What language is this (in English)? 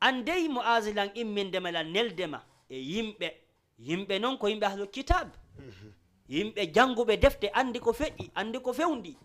Fula